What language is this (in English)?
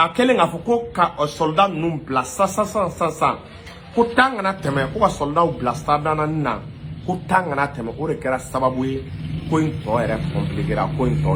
Bambara